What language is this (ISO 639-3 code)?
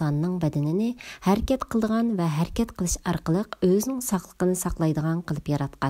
uig